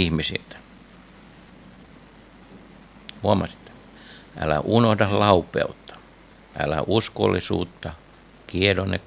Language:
Finnish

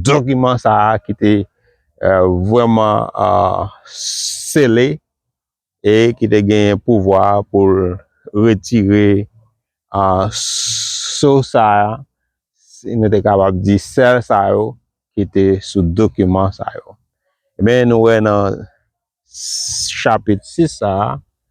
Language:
Haitian Creole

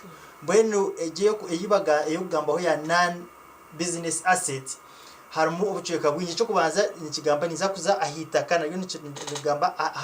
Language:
Nyankole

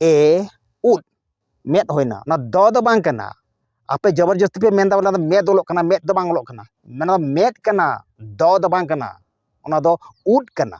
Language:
Santali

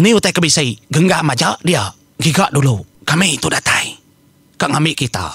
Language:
Iban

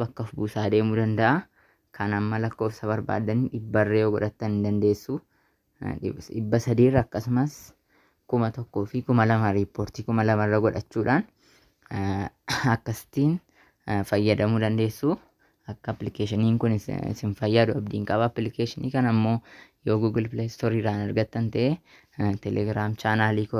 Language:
Oromo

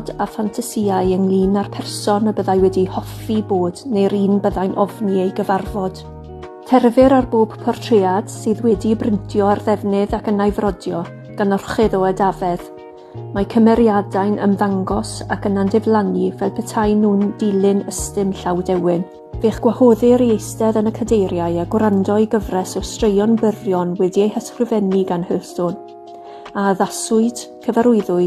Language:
Welsh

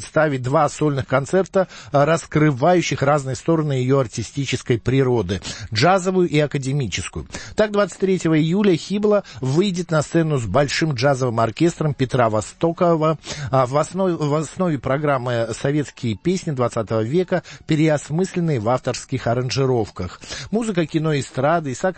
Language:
Russian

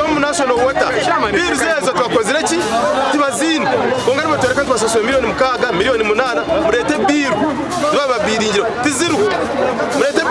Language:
Nyankole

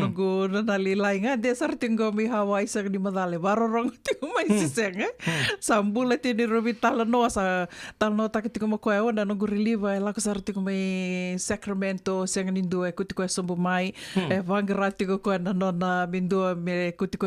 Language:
Fijian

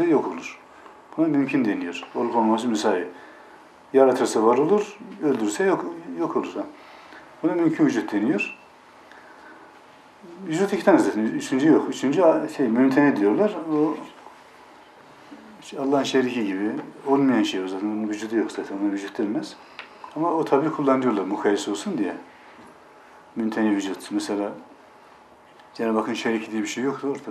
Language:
Turkish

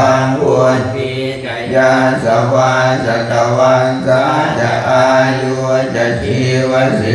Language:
Pali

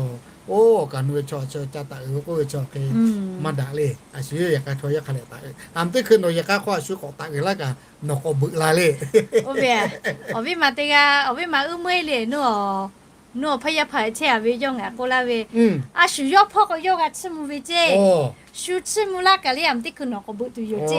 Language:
Lahu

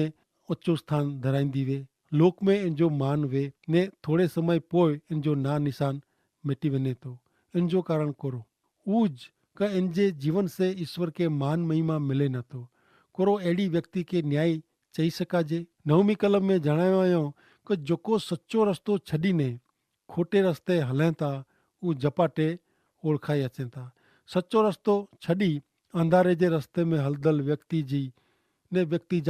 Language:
Kachhi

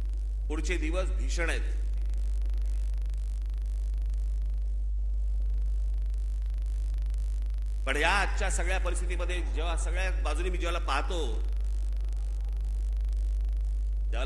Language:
Marathi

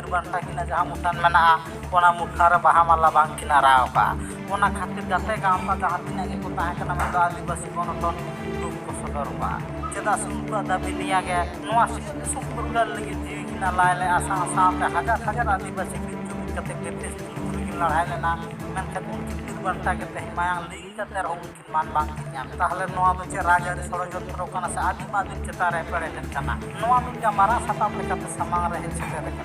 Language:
Santali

